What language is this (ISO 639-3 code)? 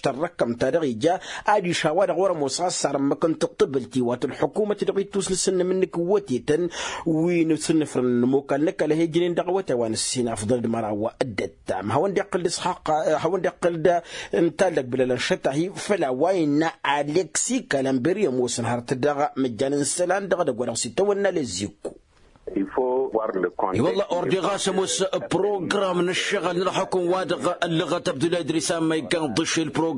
taq